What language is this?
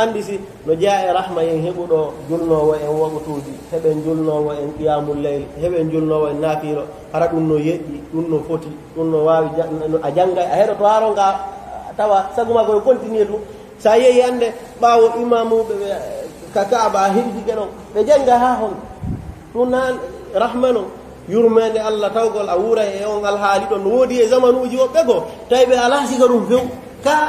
Pular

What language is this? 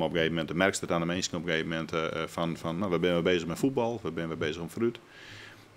Western Frisian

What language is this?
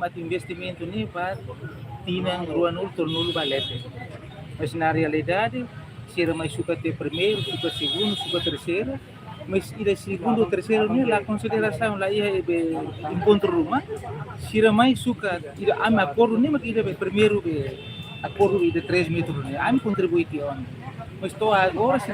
Tetum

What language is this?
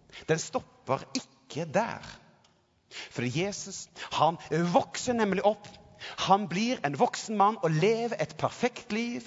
Norwegian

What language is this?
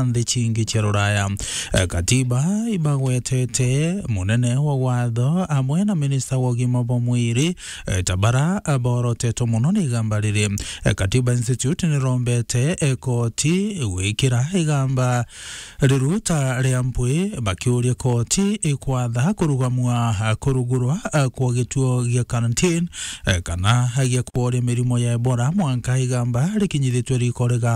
Meru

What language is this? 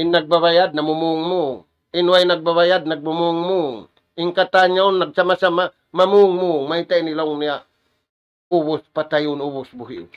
Tausug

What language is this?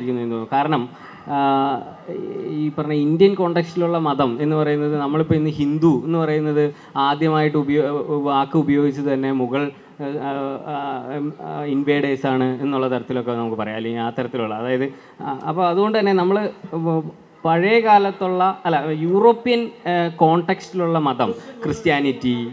Malayalam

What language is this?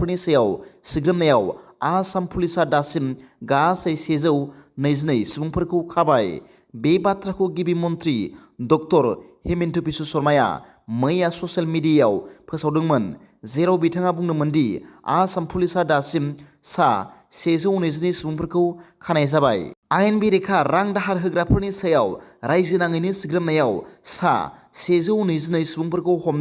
Bodo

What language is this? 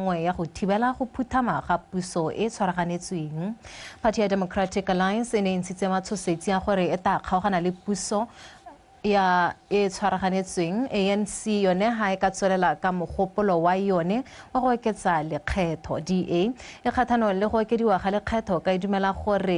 Tswana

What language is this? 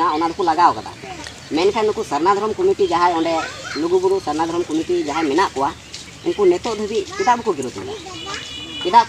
Santali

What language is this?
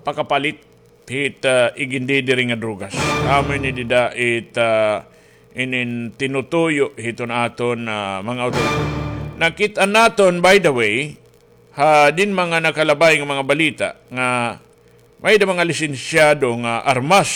Waray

